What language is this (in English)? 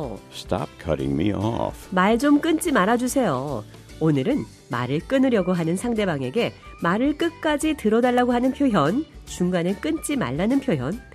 Korean